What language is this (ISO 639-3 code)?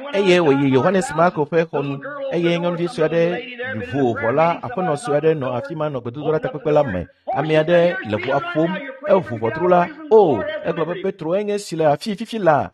ewe